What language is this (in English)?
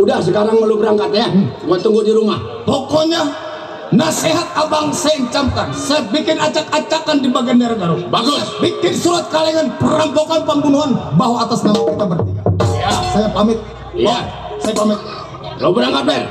Betawi